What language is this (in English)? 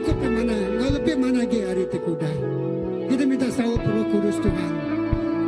Iban